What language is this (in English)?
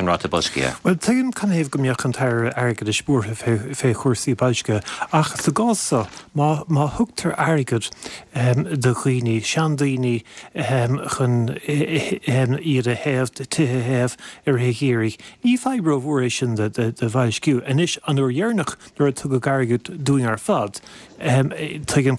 Irish